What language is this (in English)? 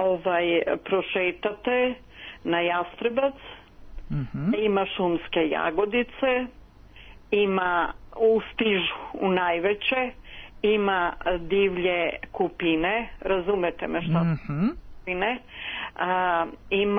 Serbian